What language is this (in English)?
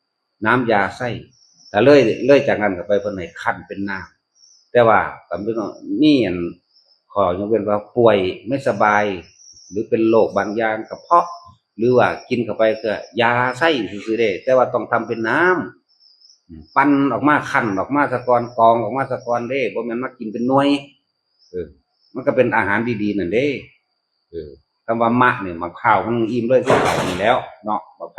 Northeastern Thai